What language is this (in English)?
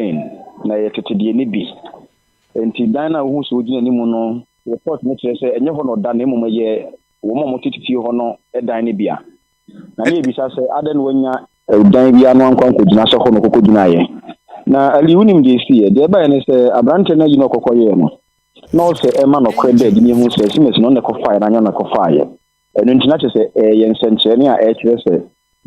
Akan